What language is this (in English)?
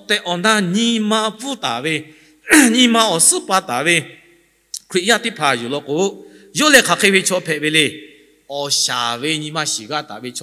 Lahu